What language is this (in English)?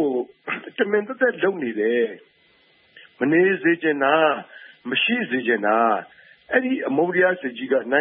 Burmese